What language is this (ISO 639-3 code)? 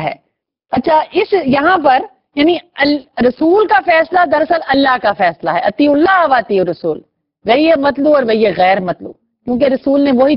urd